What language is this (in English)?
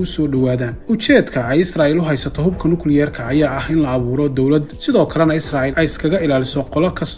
Somali